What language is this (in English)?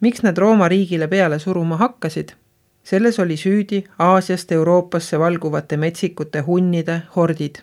Estonian